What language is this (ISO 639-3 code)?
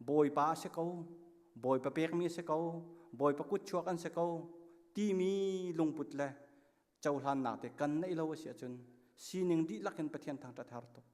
cnh